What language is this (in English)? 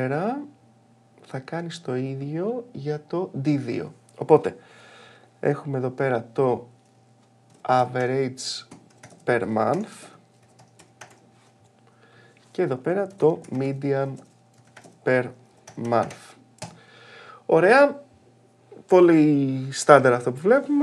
Greek